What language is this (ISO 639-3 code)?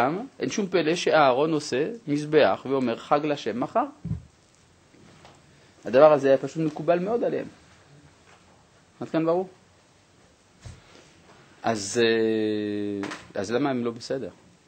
heb